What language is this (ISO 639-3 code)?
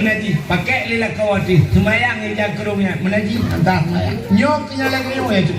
ace